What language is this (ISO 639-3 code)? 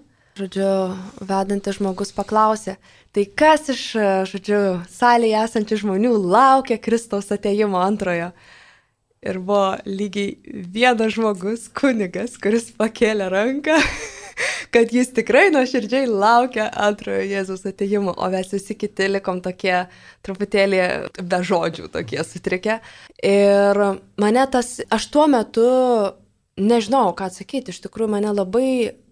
lit